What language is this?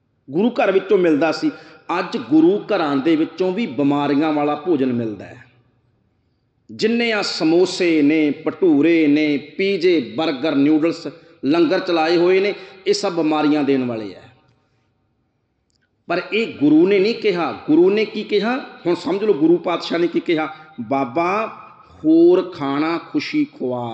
Punjabi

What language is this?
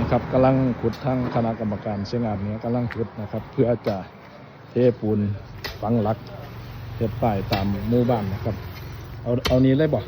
Northeastern Thai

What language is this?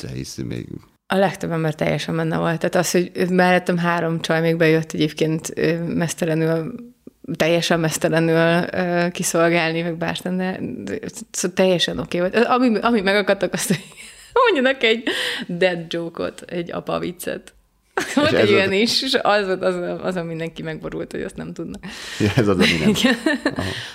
Hungarian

